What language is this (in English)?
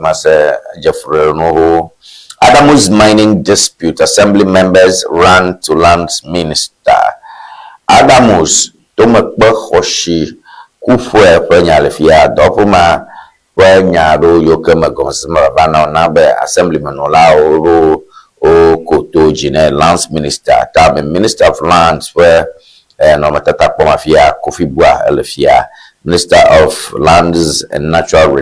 Ewe